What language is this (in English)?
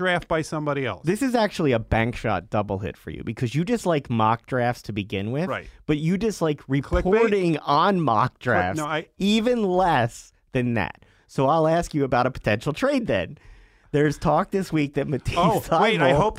English